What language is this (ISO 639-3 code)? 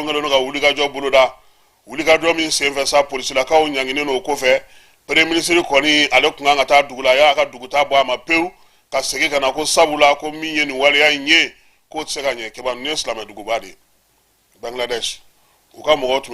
bam